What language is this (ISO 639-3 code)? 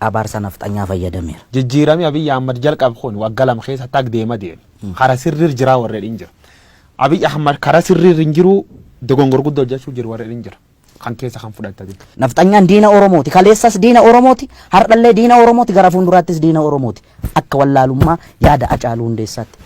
orm